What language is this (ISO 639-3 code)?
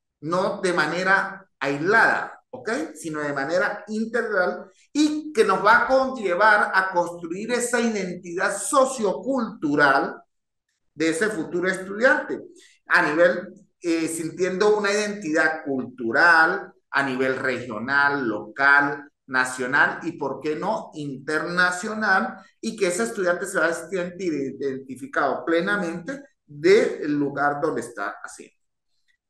spa